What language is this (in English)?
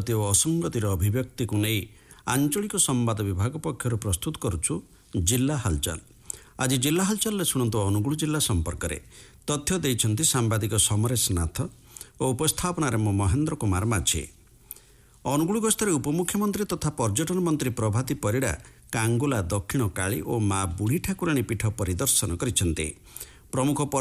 Odia